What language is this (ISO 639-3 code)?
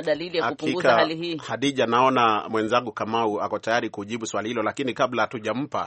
swa